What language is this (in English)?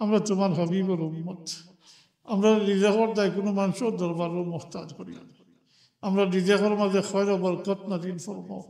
Sylheti